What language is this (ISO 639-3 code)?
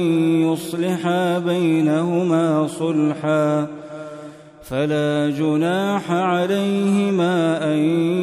ara